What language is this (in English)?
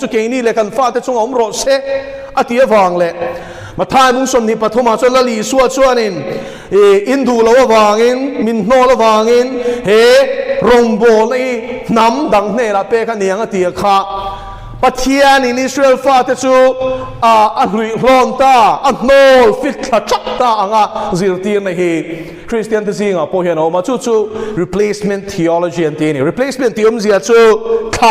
Mizo